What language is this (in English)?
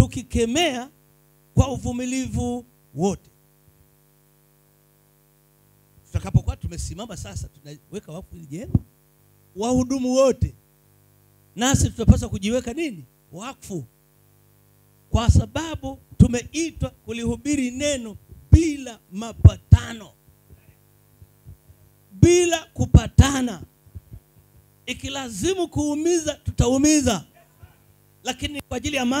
Swahili